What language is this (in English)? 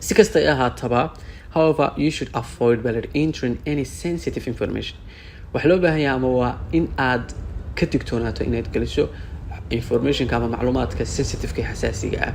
Somali